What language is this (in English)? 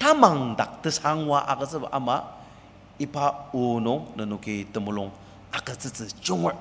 Ao Naga